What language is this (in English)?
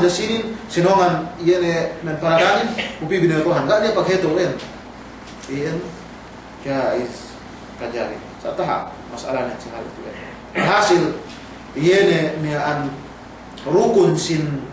Yakan